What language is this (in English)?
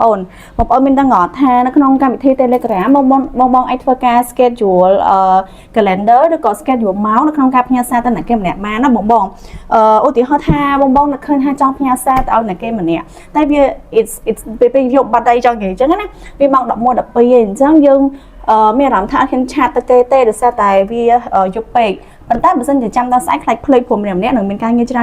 Khmer